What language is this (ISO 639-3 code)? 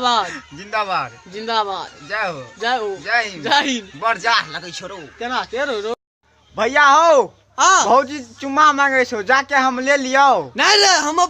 mai